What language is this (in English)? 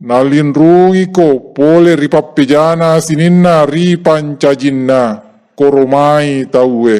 Buginese